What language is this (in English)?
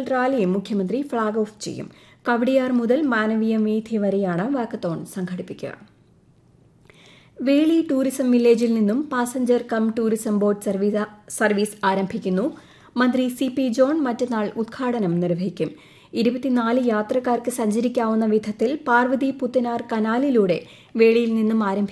Malayalam